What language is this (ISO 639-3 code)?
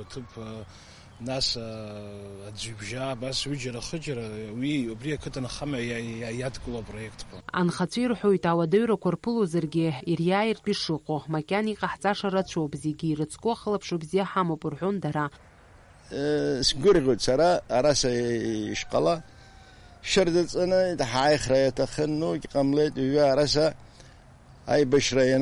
abk